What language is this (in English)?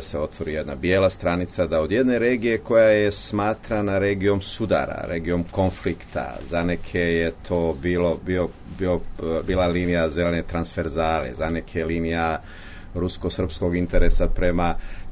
Serbian